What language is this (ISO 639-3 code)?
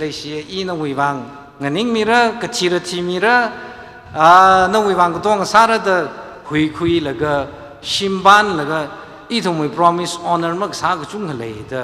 nmf